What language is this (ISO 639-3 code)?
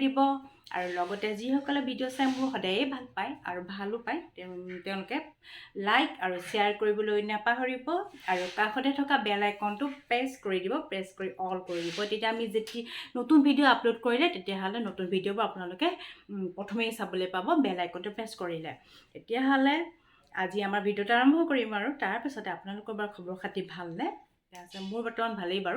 asm